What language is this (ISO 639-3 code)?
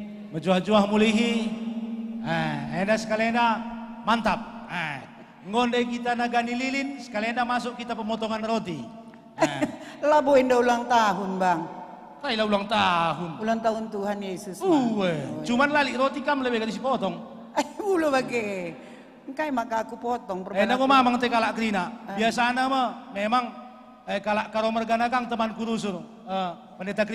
btx